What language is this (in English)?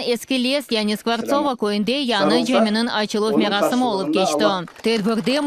Crimean Tatar